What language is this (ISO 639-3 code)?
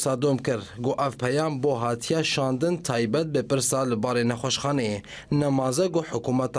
kur